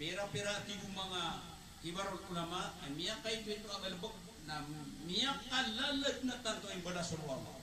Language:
Maranao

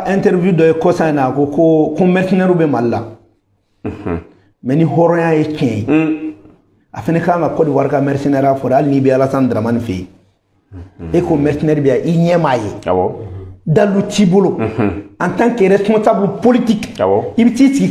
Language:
Bambara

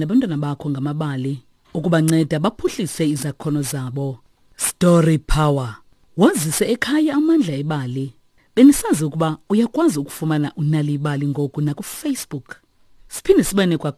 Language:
Xhosa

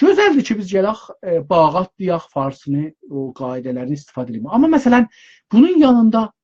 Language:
South Azerbaijani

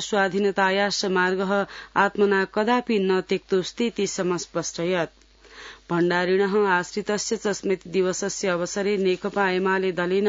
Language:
Sanskrit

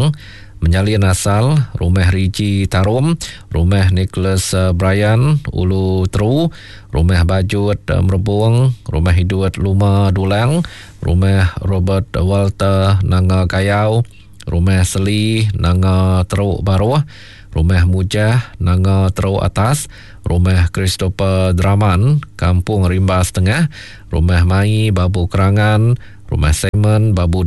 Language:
Iban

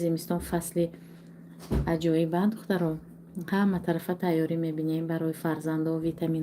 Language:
Tajik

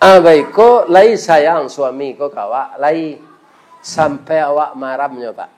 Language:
Minangkabau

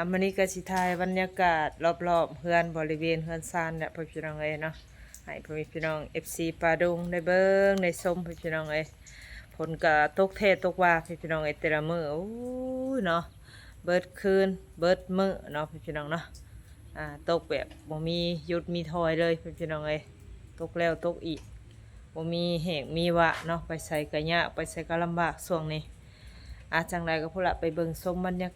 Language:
Northeastern Thai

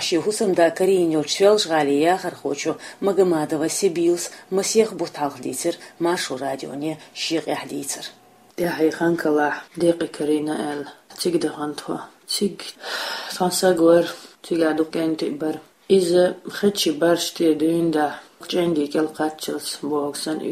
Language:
Chechen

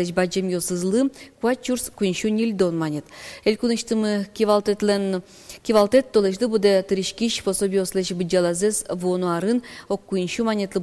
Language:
Udmurt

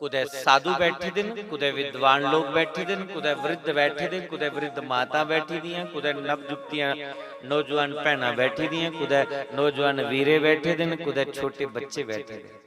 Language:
Dogri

